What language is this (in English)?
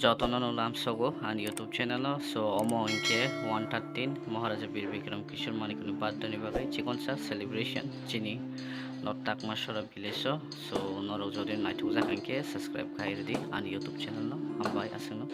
Kok Borok